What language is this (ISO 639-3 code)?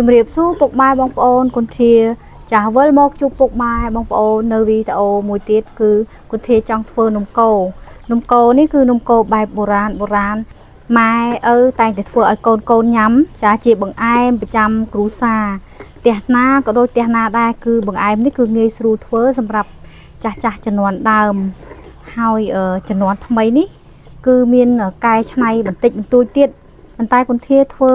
khm